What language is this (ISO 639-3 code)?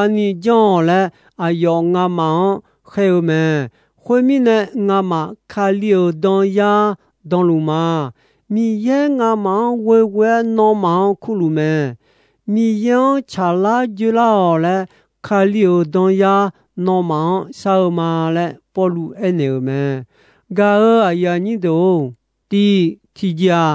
ahk